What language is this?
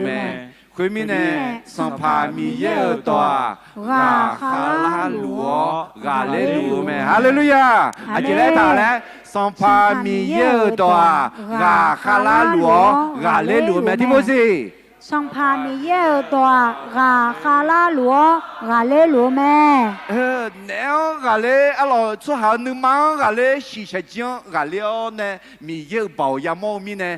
Akha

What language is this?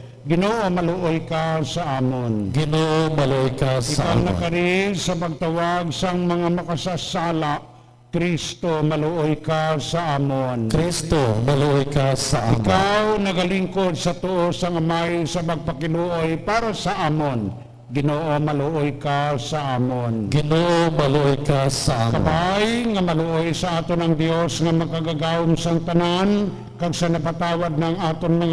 Hiligaynon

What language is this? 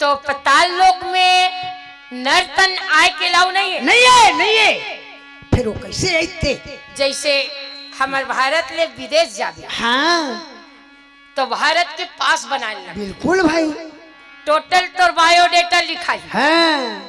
Chhattisgarhi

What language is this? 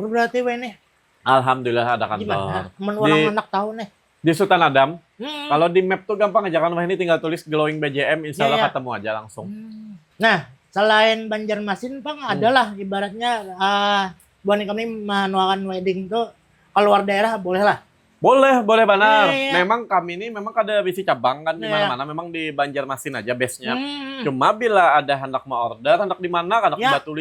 Banjar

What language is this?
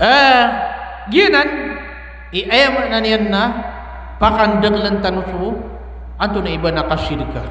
Maranao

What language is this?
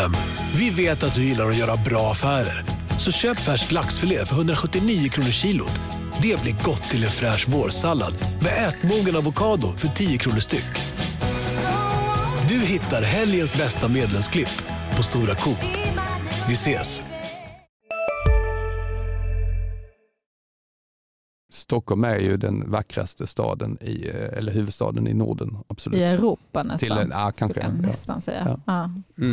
Swedish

